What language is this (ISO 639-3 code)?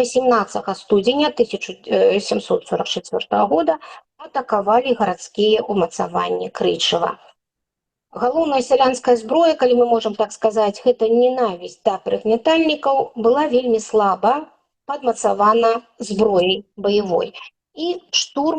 bel